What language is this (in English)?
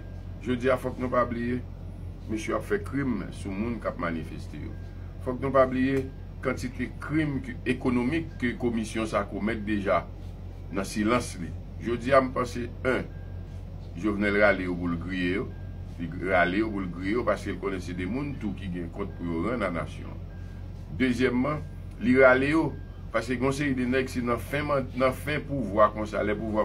Haitian Creole